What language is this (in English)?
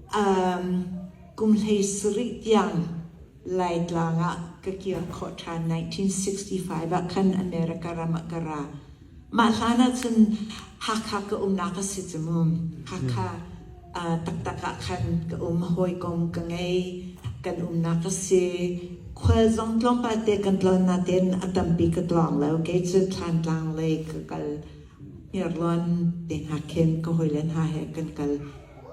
Hakha Chin